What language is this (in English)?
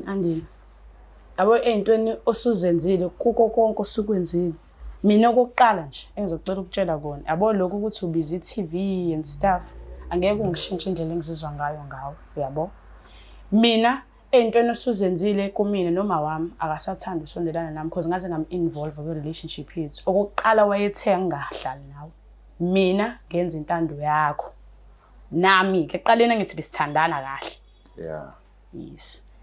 Zulu